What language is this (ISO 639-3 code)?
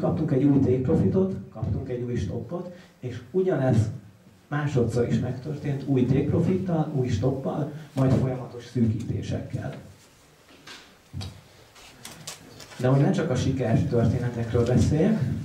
hun